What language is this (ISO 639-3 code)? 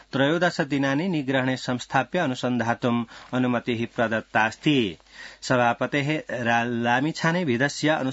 san